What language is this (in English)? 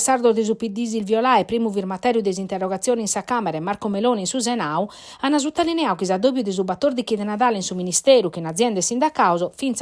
Sardinian